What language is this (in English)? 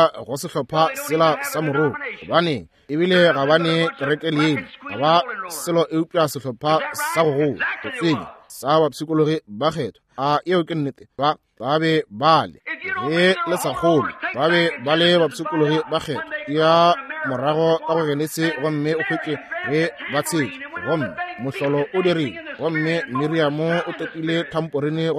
Northern Sotho